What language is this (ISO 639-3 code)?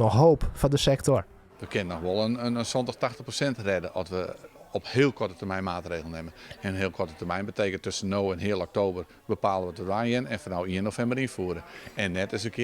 fry